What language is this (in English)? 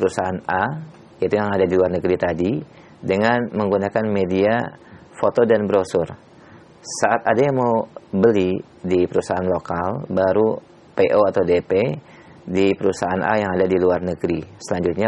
Indonesian